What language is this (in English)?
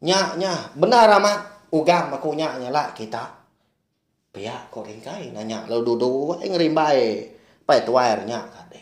Iban